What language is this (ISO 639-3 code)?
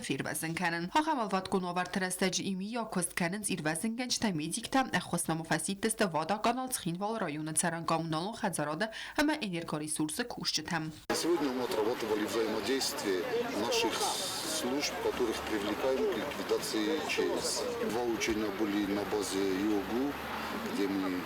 oss